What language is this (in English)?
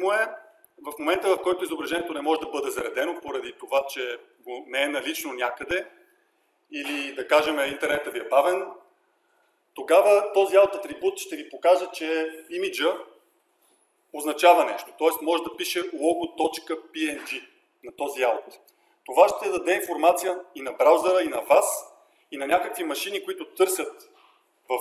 Bulgarian